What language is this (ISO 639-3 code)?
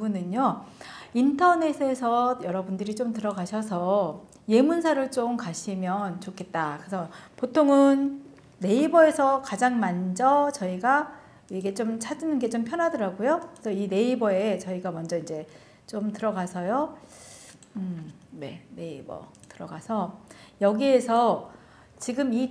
kor